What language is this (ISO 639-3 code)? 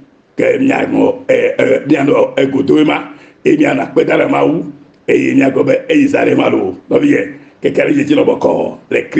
ewe